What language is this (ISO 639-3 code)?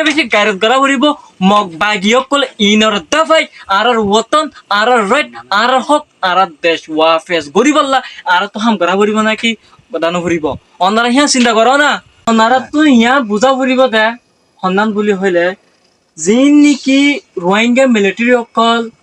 rhg